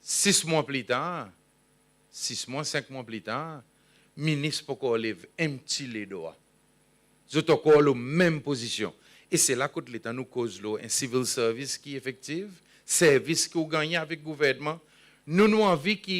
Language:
Seselwa Creole French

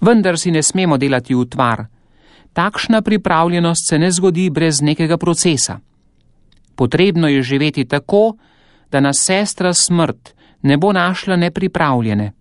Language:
Slovenian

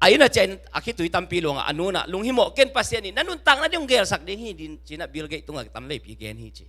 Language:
Tedim Chin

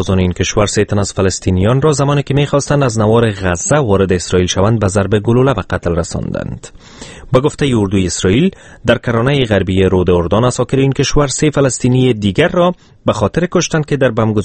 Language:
Persian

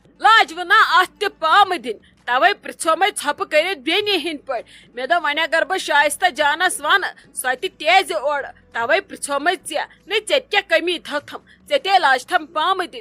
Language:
Kashmiri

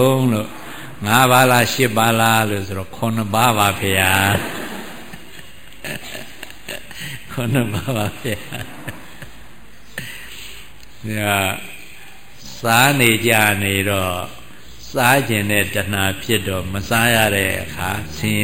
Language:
Burmese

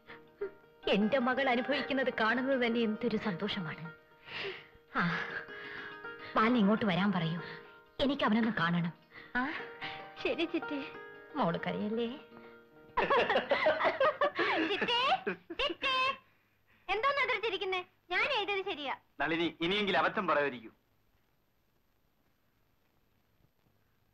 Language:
Malayalam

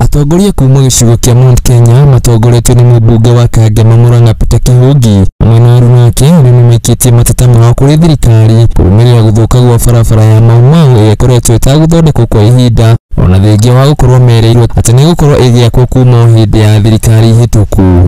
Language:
Kikuyu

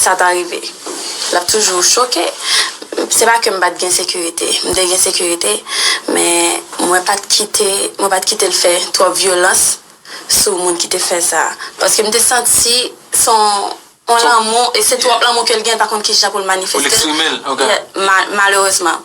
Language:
Haitian Creole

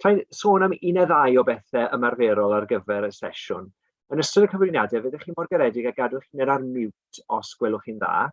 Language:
Welsh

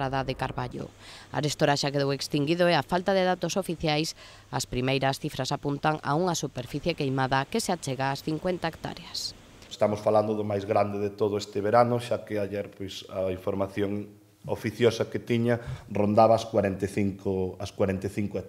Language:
Galician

